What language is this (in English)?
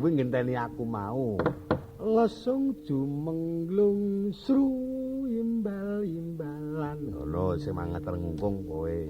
Javanese